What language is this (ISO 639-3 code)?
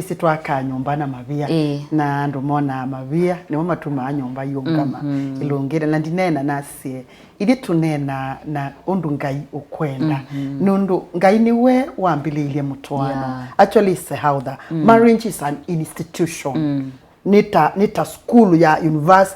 kam